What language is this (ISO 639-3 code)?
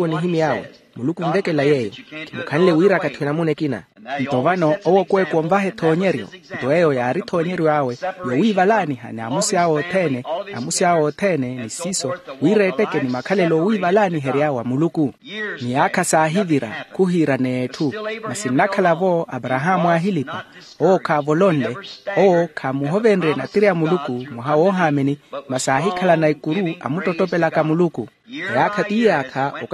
vmw